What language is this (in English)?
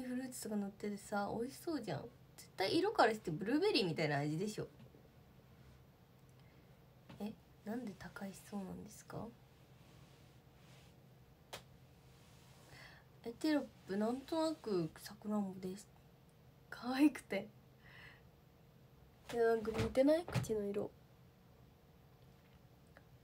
Japanese